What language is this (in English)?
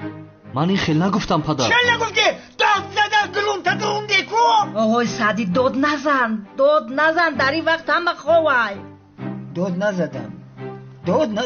Tajik